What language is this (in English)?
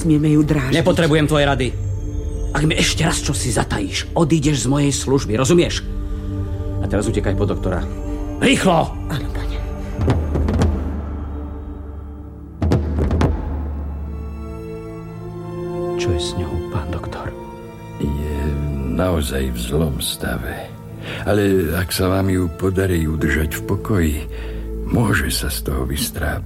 Slovak